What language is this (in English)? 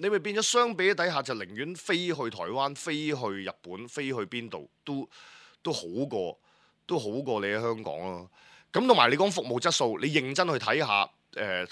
Cantonese